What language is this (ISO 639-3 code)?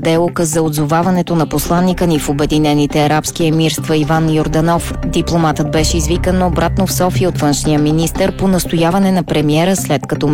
bul